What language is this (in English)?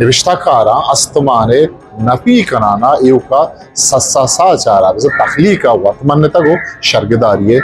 Eastern Balochi